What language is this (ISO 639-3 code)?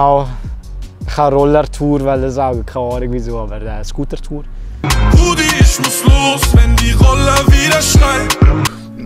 gsw